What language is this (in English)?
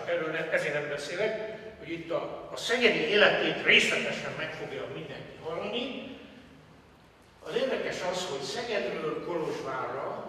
Hungarian